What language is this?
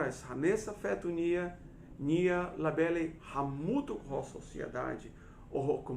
Tetum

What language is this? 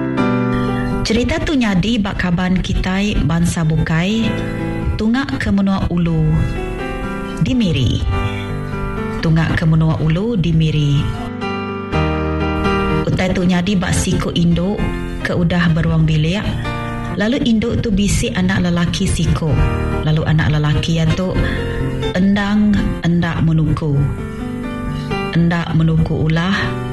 Iban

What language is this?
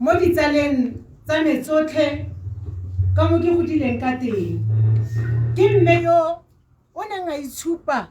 Tswana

